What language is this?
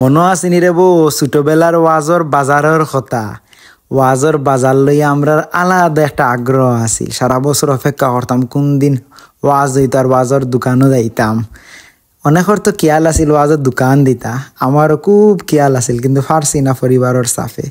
Sylheti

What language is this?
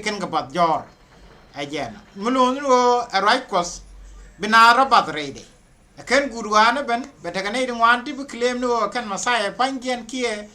Nuer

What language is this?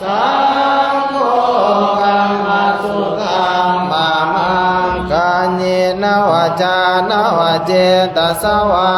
Pali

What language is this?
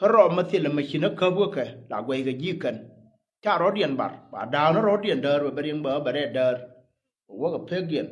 Nuer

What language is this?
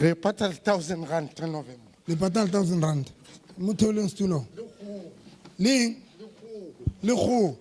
Southern Sotho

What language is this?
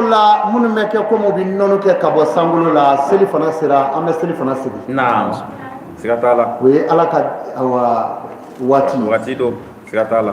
Bambara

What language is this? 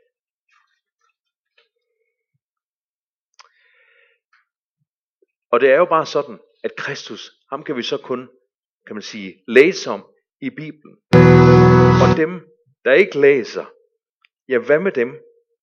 Danish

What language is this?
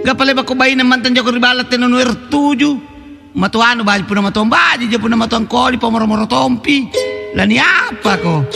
Makasar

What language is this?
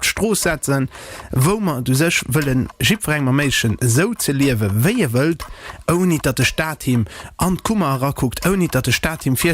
Luxembourgish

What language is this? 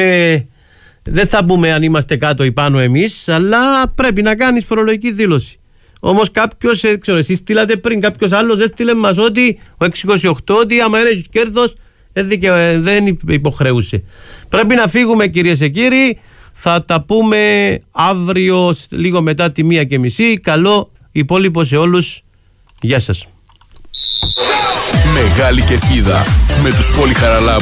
Greek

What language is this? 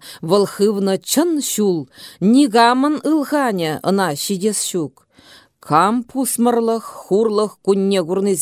Chuvash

